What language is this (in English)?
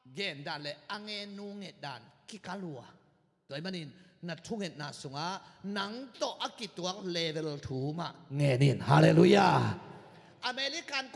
Tedim Chin